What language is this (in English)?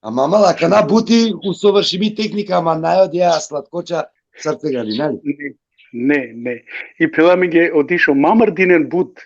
Balkan Romani